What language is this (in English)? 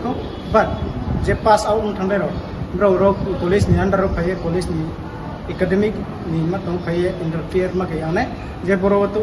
Kok Borok